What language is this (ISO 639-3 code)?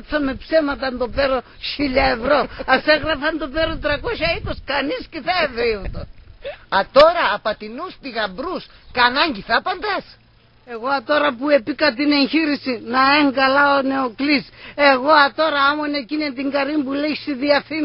pnt